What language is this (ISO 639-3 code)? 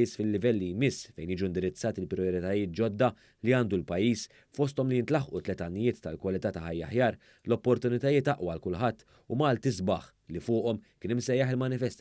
mlt